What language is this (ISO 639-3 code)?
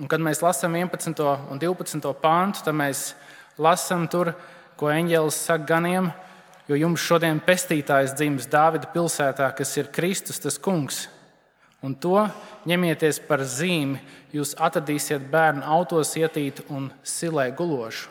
lav